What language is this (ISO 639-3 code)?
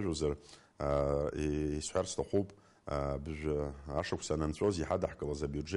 abk